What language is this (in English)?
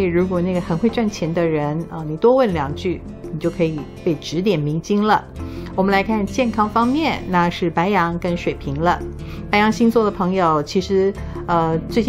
Chinese